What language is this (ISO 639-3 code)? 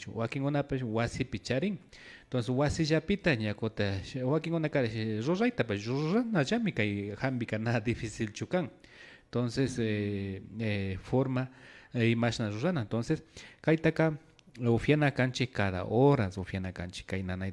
qvi